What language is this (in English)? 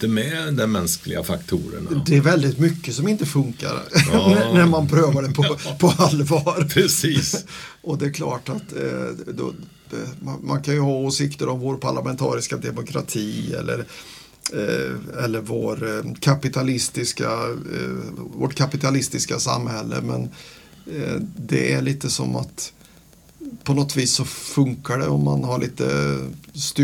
Swedish